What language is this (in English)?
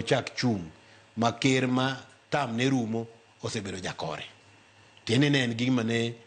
Luo (Kenya and Tanzania)